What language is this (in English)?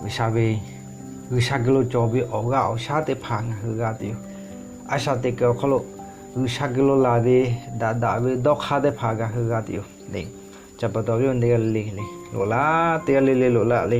Lahu